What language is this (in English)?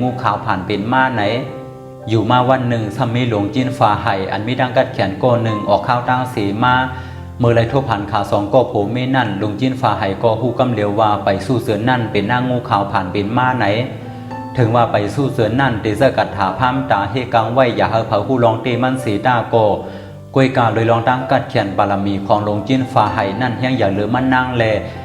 Shan